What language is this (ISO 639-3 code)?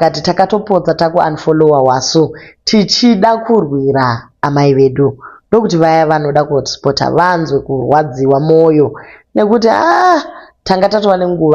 sna